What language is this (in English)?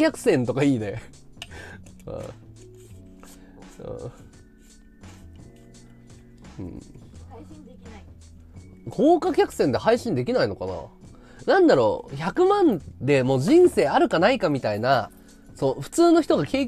Japanese